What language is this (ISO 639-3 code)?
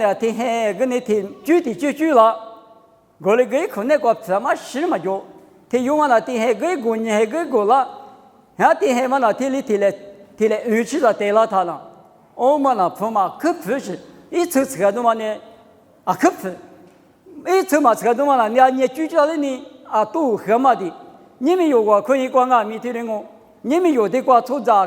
lis